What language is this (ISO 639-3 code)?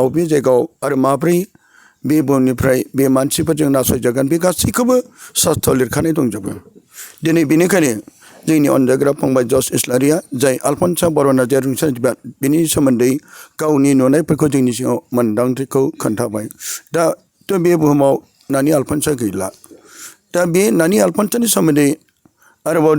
brx